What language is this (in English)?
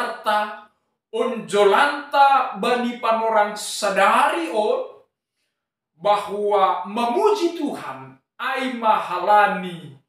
Batak Simalungun